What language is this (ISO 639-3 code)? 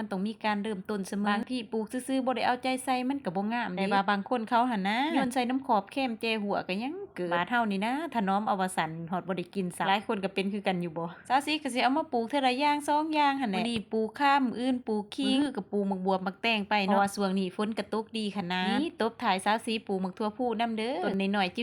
lao